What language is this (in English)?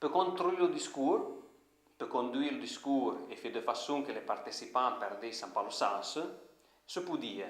Arpitan